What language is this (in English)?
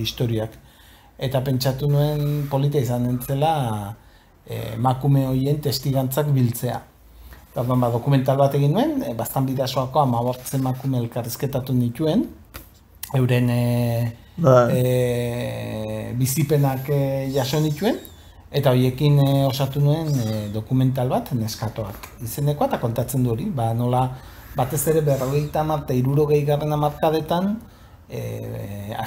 Basque